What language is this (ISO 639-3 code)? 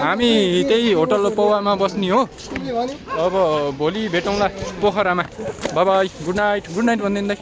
nep